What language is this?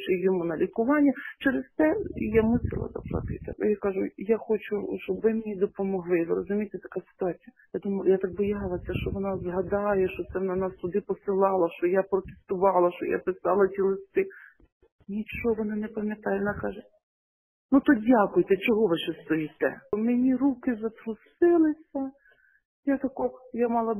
Ukrainian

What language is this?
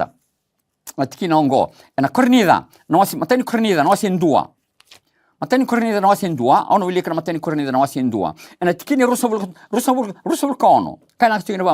Fijian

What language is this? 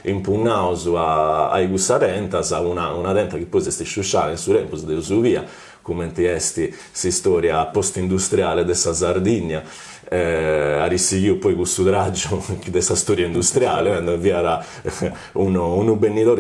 Sardinian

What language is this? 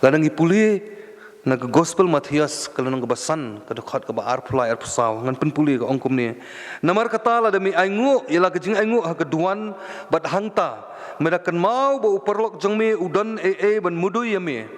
Khasi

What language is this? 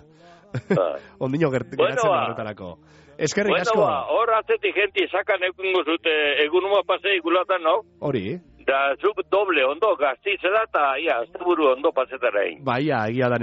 Basque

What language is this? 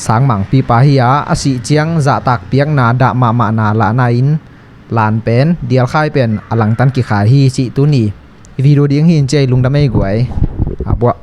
Tedim Chin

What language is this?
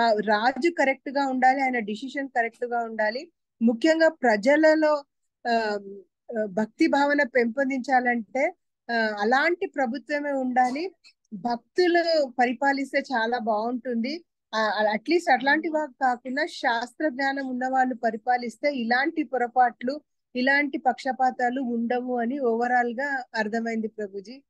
Telugu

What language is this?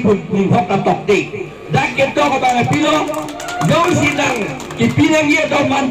Karbi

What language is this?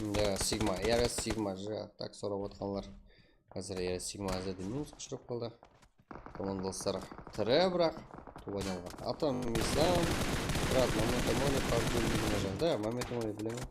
Kara-Kalpak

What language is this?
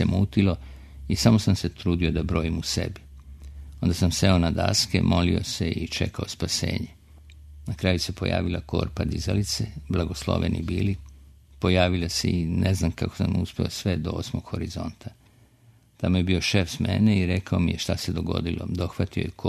Serbian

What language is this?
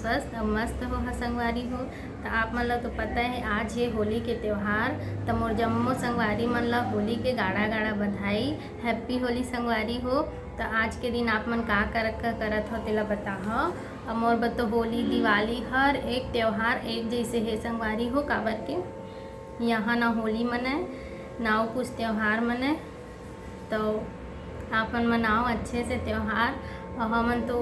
Chhattisgarhi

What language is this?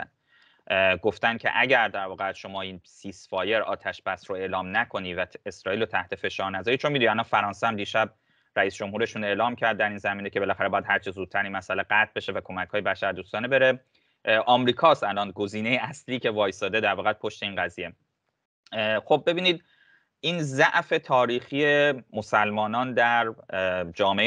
Persian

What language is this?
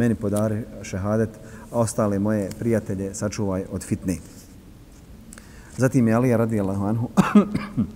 Bosnian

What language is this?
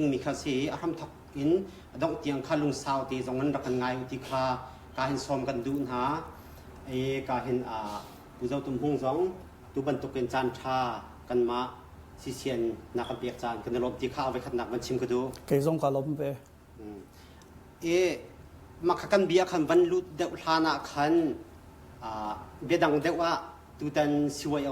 Hakha Chin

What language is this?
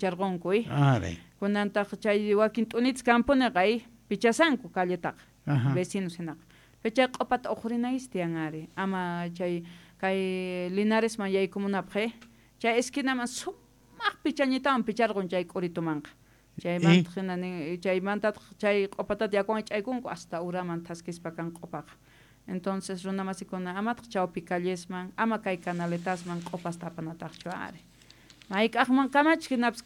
South Bolivian Quechua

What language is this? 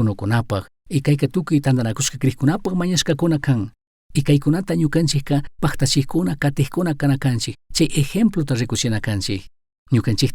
Chimborazo Highland Quichua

